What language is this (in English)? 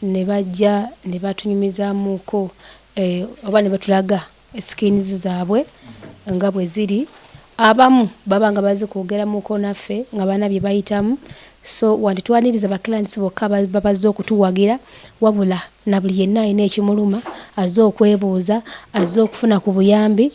Ganda